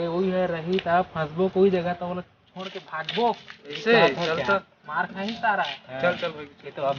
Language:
Chhattisgarhi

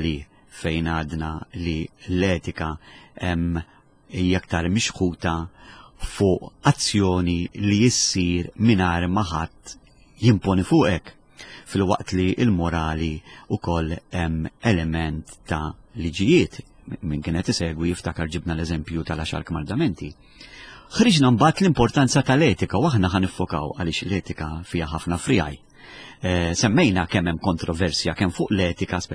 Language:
Maltese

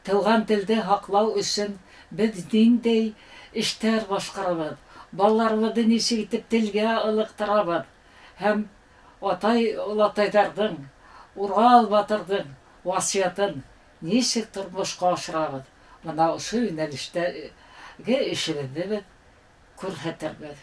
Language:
Bashkir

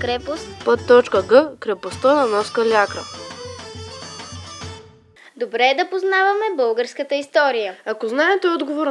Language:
Bulgarian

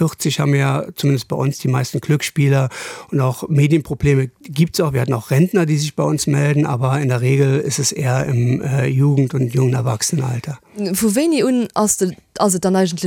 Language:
Luxembourgish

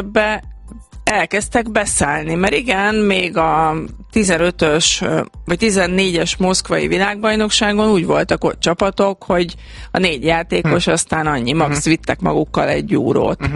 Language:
Hungarian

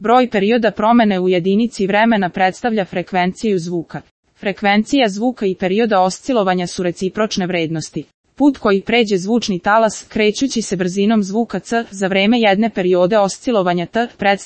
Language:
Serbian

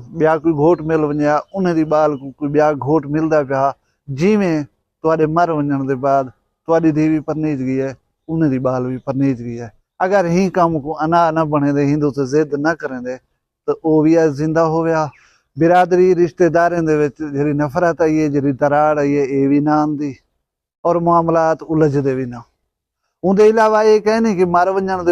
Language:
Saraiki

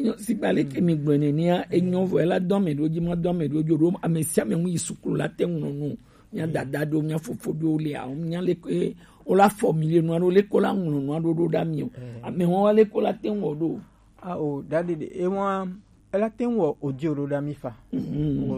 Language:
Gen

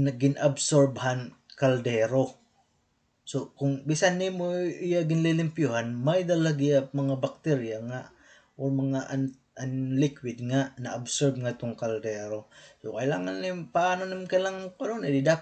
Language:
Waray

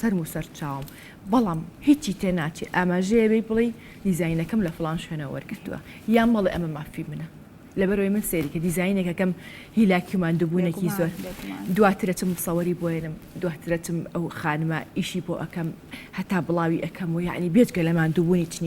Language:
Central Kurdish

